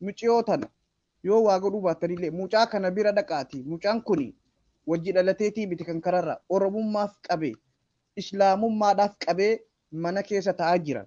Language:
Oromo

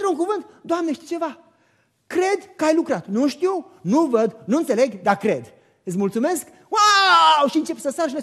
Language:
Romanian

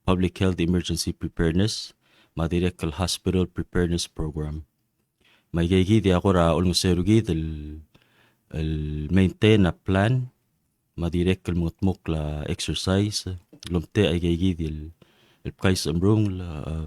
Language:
Palauan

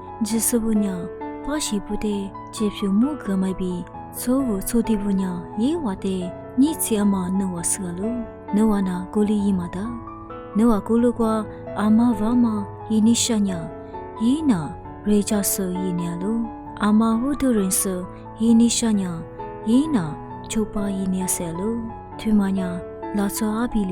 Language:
Lisu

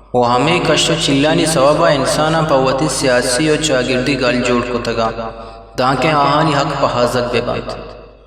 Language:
Eastern Balochi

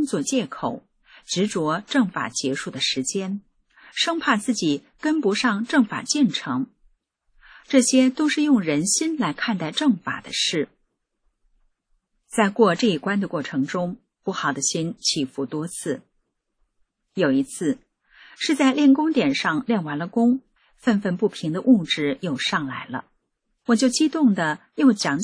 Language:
Chinese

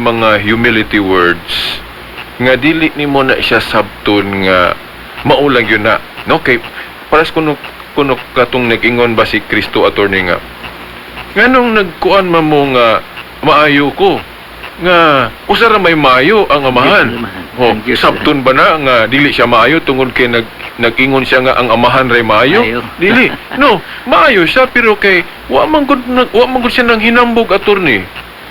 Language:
Cebuano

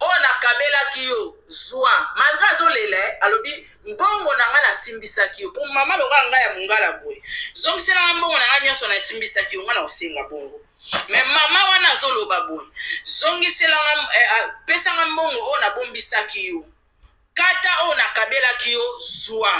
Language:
Lingala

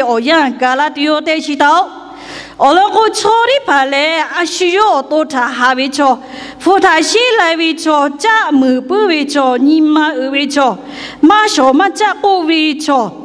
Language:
Lahu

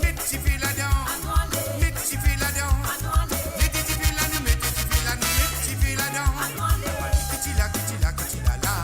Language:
Morisyen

